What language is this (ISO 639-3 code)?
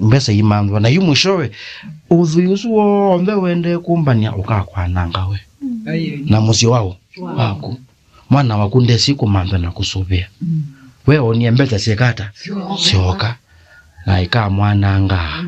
kam